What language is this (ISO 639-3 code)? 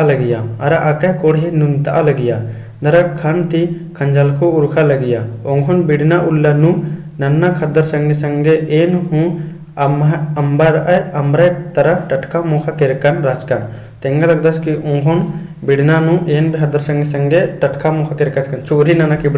kru